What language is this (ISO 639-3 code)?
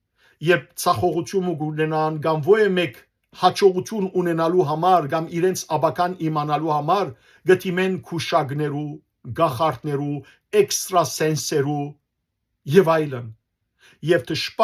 hyw